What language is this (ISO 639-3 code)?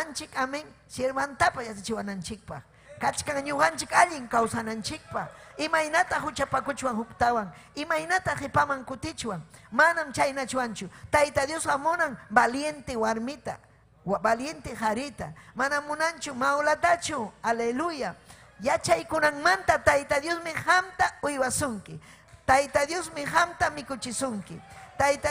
quy